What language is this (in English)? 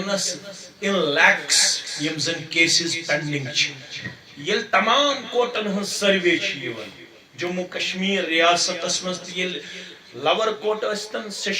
Kashmiri